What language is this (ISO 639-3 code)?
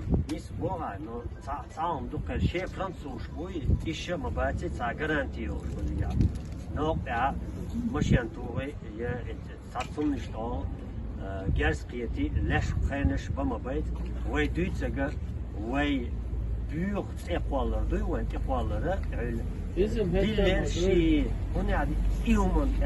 che